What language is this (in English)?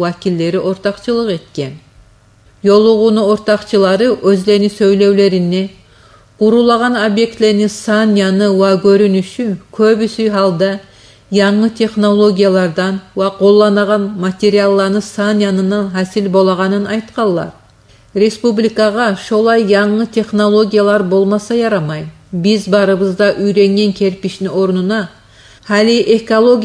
Kumyk